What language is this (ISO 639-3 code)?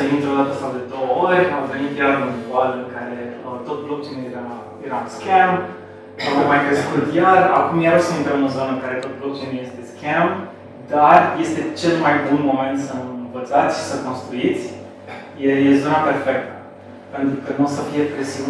ron